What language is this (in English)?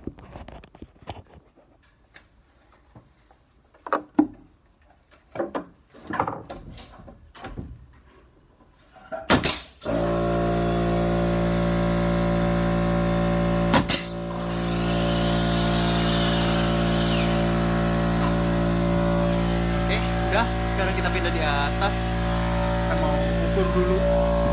Indonesian